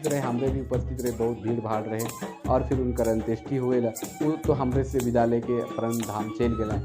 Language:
Sadri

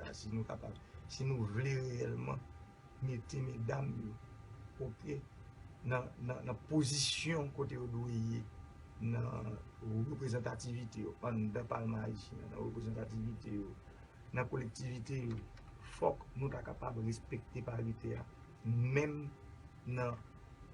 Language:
Haitian Creole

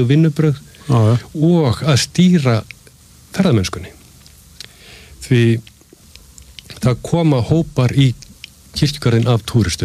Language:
Icelandic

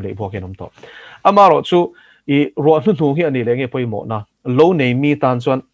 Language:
Mizo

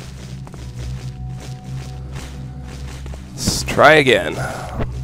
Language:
English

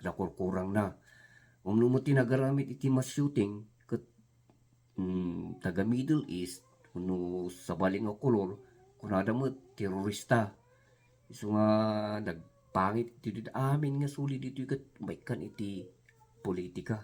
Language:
Iloko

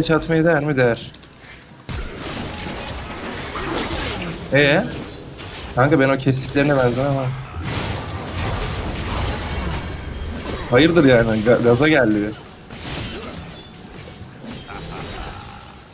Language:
Turkish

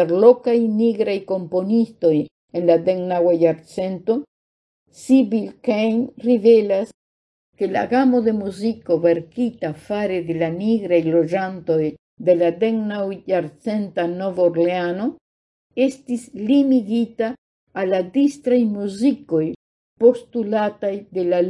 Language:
Esperanto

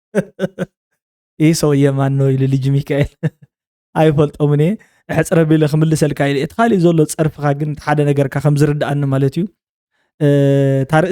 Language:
Tigrinya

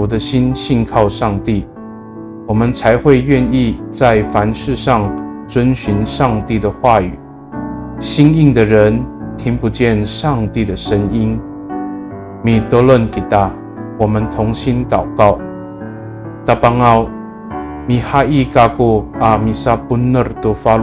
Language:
Amis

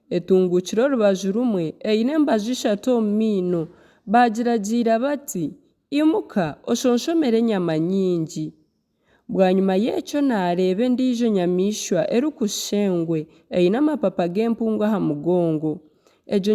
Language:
Nyankole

